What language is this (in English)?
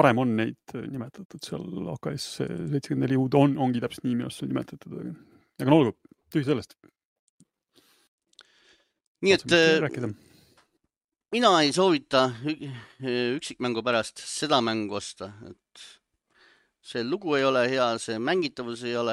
Estonian